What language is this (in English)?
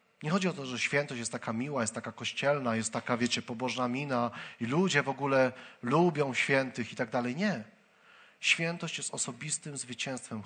Polish